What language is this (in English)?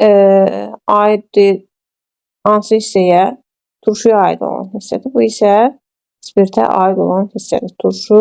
Azerbaijani